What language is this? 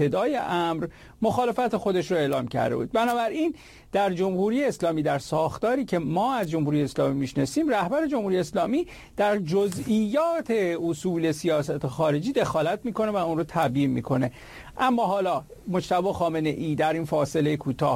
Persian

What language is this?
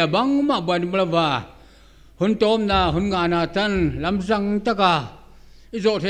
Paite Chin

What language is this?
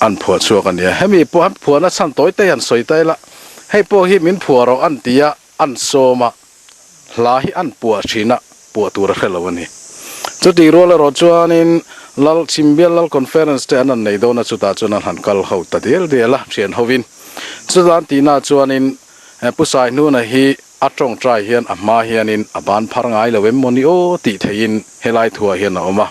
Mizo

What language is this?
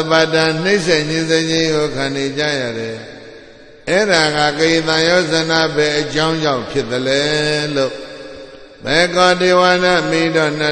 Burmese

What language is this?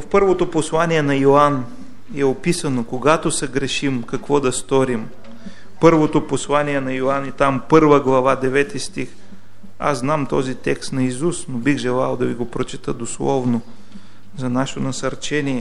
Bulgarian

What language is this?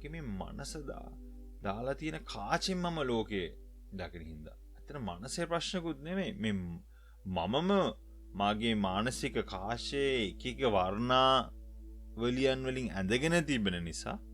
Sinhala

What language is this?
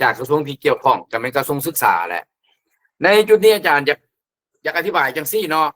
Lao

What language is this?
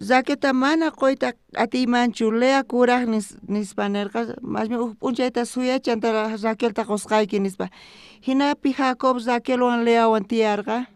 South Bolivian Quechua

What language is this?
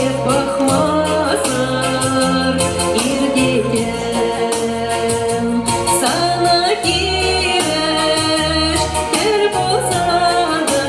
Chuvash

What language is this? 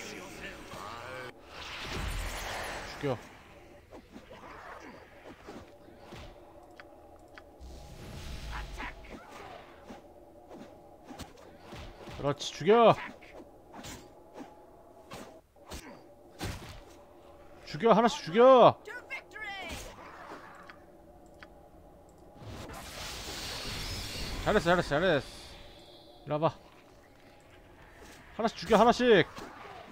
Korean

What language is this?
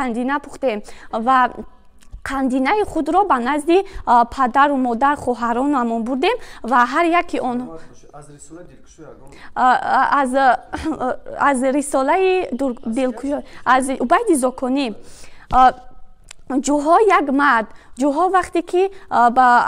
Tajik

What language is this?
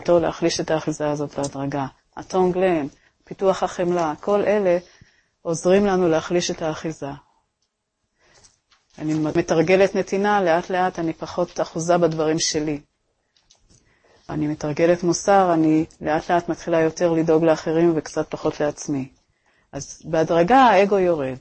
Hebrew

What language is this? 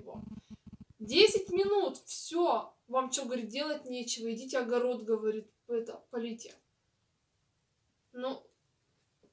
Russian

